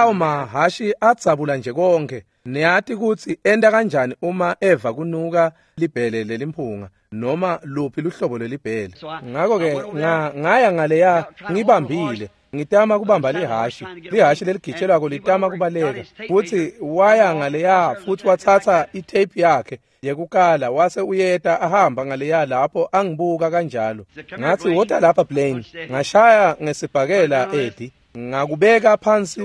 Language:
Swati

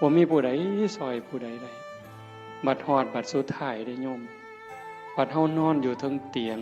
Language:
Northeastern Thai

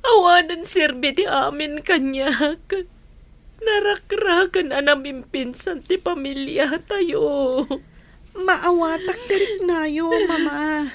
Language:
Iloko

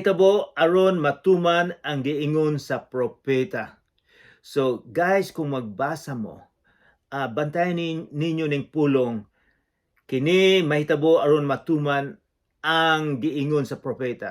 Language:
Cebuano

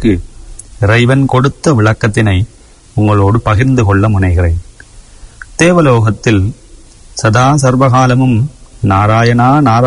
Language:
Tamil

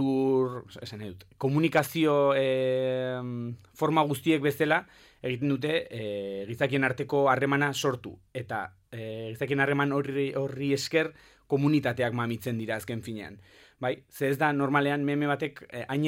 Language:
Basque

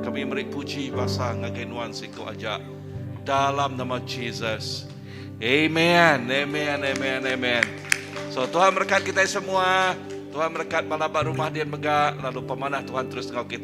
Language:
Iban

